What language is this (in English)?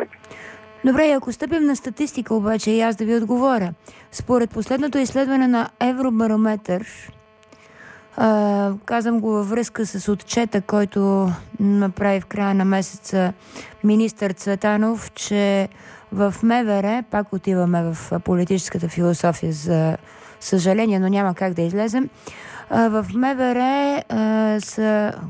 Bulgarian